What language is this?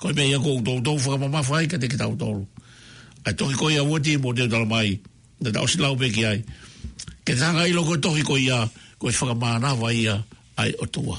Tongan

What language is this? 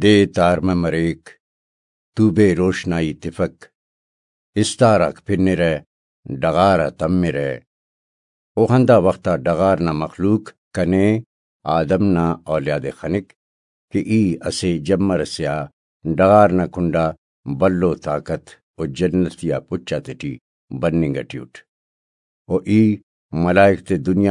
Brahui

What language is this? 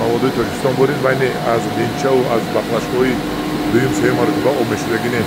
Tajik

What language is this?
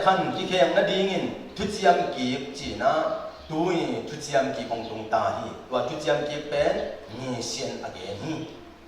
Tedim Chin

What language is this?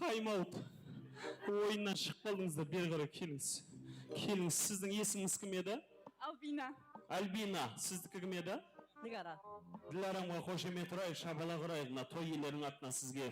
Kara-Kalpak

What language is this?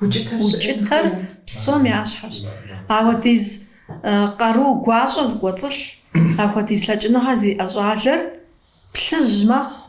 Kabardian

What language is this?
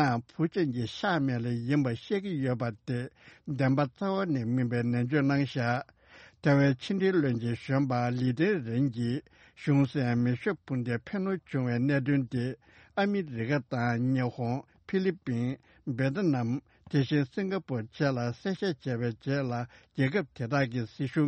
Tibetan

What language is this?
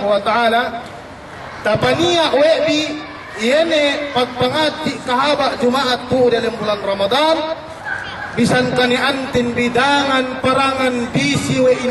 Yakan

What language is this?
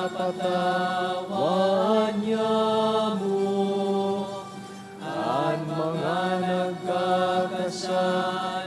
Bikol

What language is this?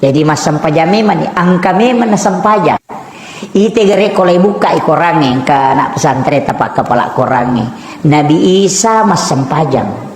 Buginese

